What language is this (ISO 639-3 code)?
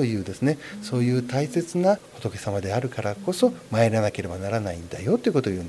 jpn